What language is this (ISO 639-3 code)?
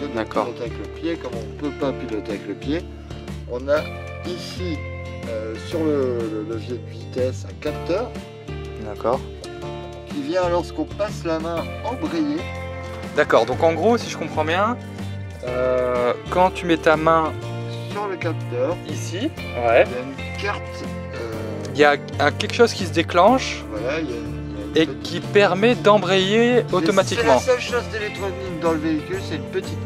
fra